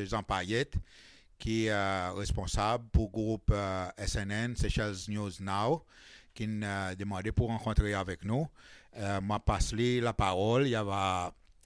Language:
Seselwa Creole French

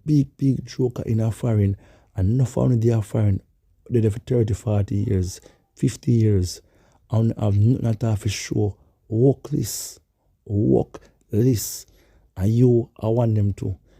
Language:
Jamaican Creole English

